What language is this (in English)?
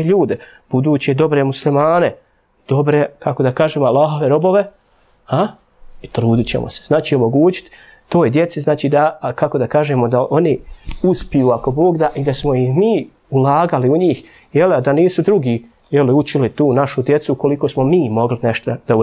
Bosnian